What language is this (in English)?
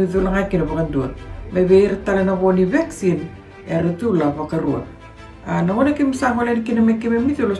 Fijian